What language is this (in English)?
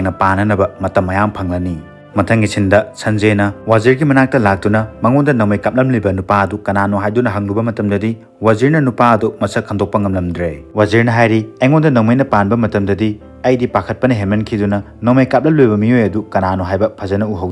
Manipuri